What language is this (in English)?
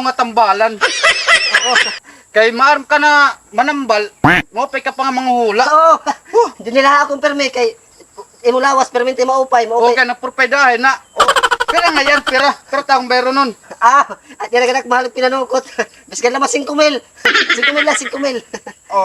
Waray